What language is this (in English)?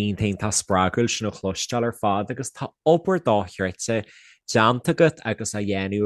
Irish